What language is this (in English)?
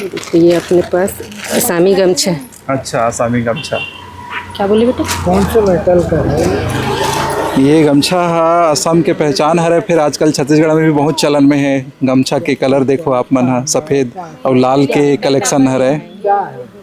Chhattisgarhi